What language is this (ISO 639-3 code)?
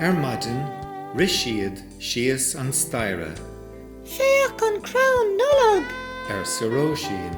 gle